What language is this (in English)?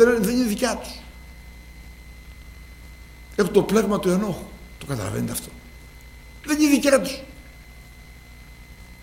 Greek